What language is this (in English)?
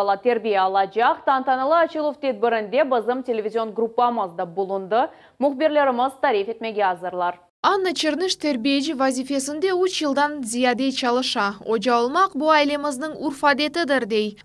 Crimean Tatar